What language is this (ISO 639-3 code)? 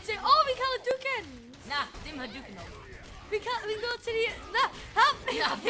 cym